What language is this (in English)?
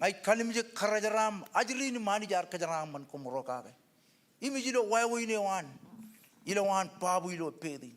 Marshallese